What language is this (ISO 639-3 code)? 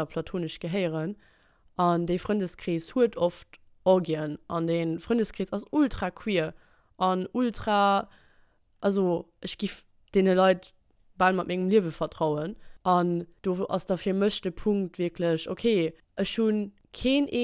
ltz